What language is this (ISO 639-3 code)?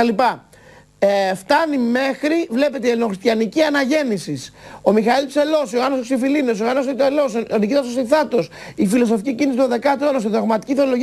ell